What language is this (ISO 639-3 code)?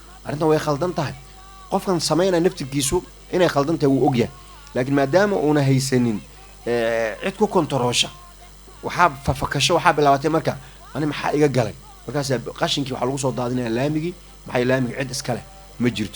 som